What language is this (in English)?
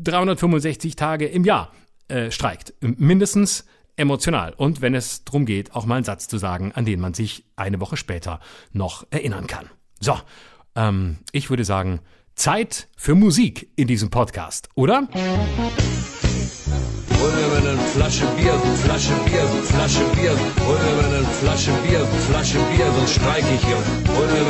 German